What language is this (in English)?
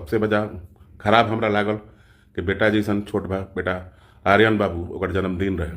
Bhojpuri